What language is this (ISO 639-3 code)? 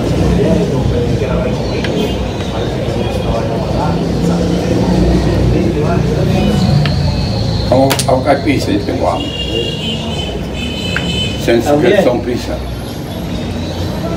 spa